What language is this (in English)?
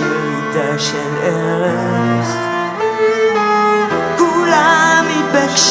Hebrew